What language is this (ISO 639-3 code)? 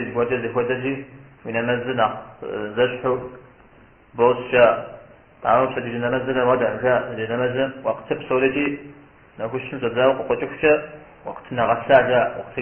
kbd